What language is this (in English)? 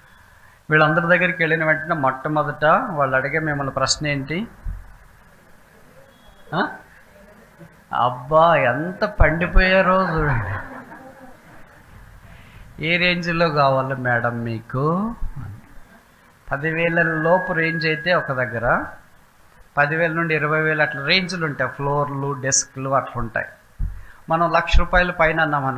Telugu